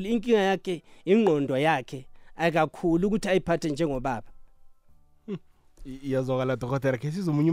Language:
South Ndebele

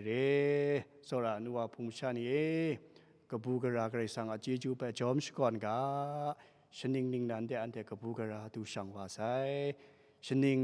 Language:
Kachin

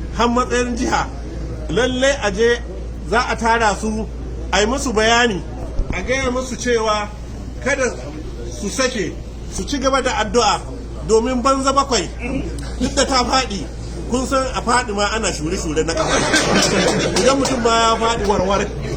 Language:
Hausa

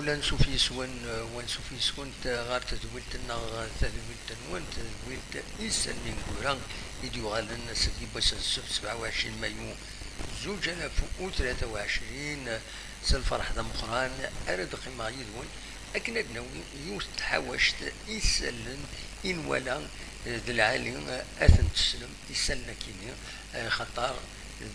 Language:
Kabyle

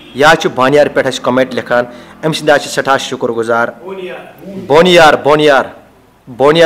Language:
Kashmiri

